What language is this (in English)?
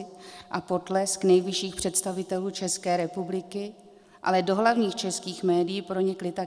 Czech